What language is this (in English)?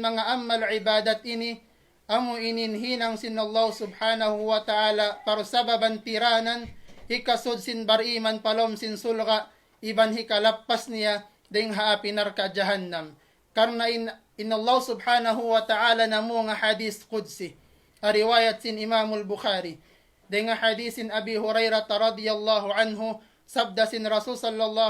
Tausug